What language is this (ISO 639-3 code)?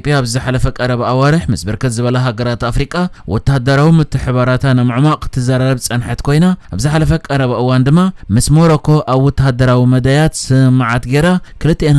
tir